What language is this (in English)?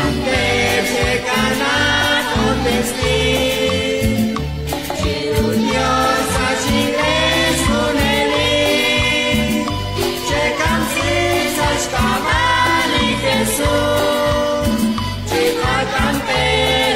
Kekchí